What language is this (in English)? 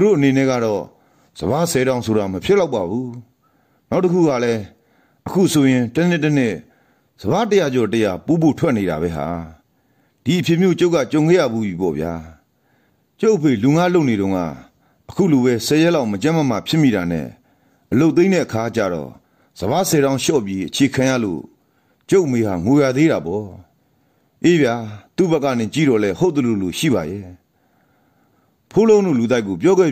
Burmese